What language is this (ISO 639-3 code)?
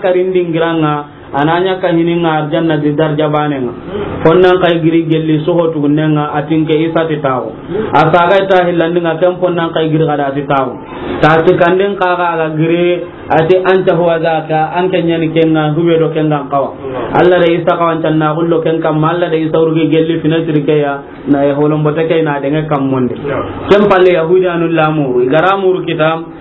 snk